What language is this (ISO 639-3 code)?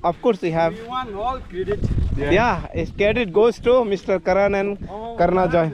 trp